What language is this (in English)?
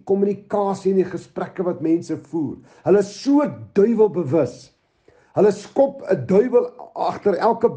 Afrikaans